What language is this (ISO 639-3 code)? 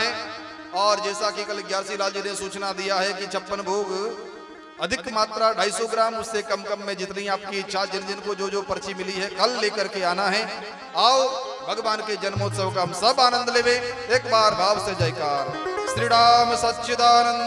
hin